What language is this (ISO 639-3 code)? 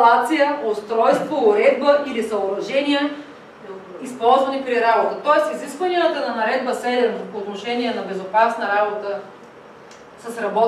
bul